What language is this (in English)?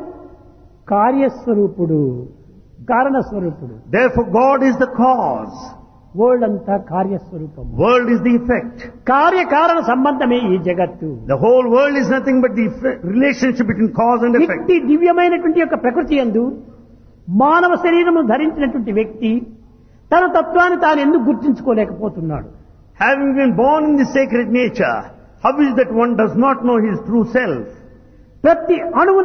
Telugu